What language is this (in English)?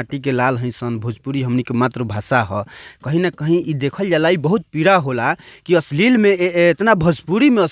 Bhojpuri